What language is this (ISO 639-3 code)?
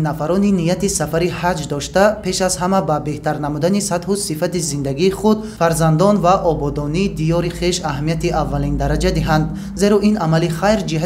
tgk